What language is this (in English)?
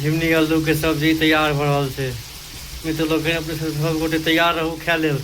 Maithili